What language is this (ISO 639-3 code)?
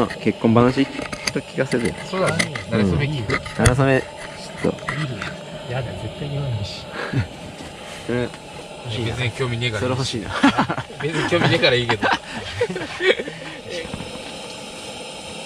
jpn